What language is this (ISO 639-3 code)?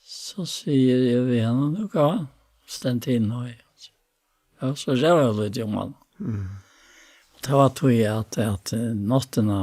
fao